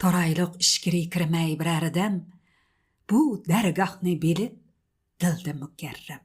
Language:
Uyghur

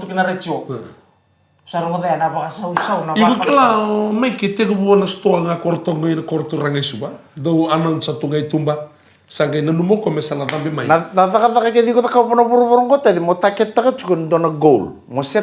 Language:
Fijian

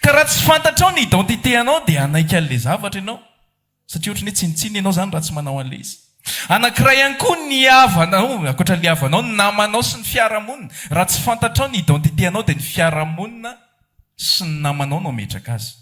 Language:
Malagasy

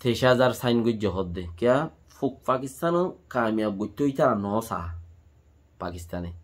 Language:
Rohingya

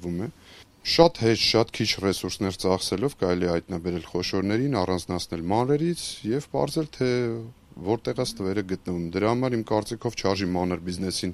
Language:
Armenian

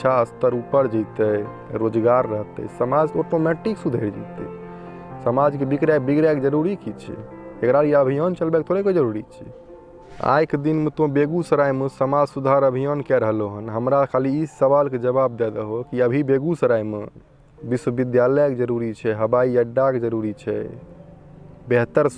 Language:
Maithili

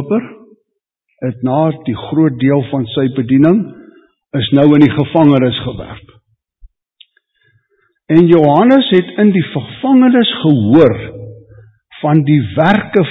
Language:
Afrikaans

